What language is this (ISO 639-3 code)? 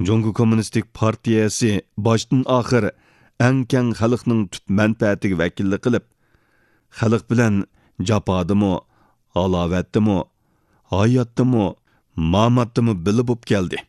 uig